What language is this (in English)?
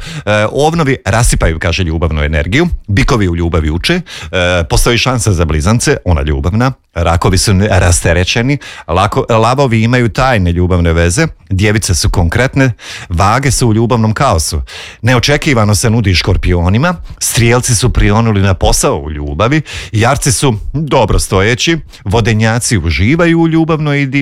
Croatian